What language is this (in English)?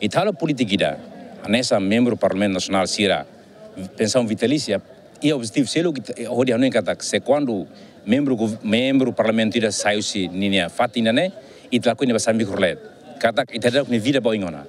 Tetum